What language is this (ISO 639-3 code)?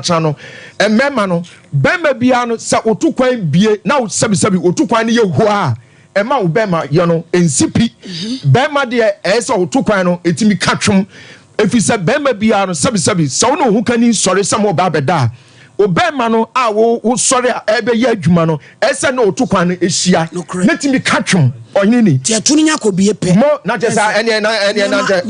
aka